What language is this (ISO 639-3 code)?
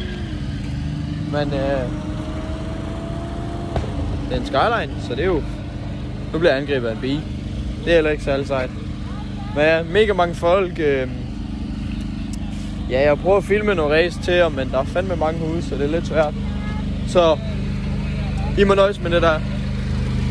dan